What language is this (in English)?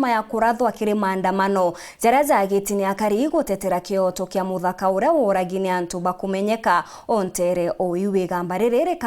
Meru